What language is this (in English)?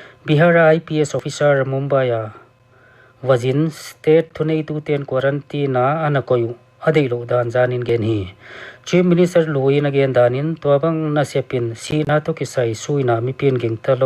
Paite Chin